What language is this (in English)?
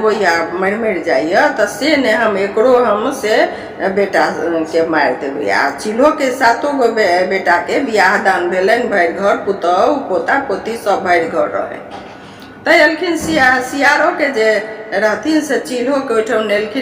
Maithili